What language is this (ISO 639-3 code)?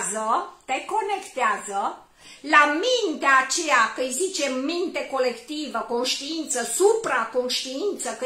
ron